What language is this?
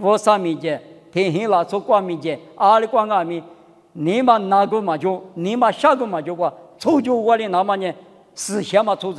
Lisu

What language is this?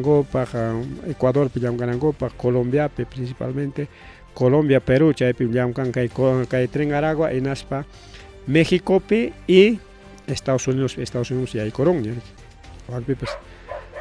Ayacucho Quechua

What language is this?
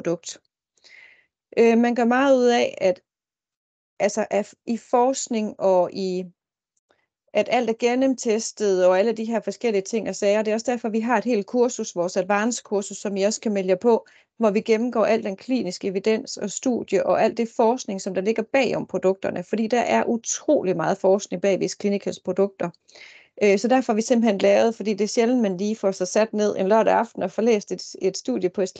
Danish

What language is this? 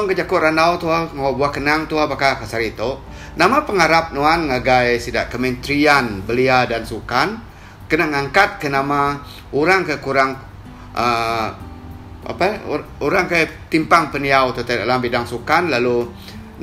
Iban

